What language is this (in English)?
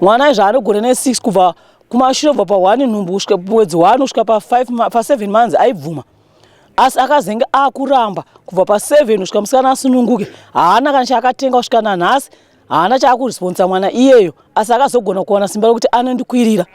Shona